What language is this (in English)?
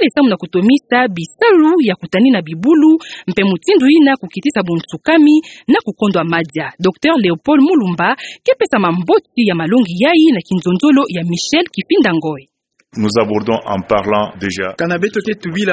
Kituba (Democratic Republic of Congo)